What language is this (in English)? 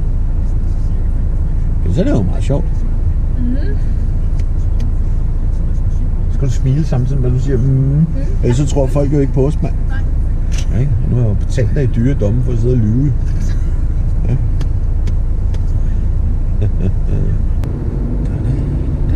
Danish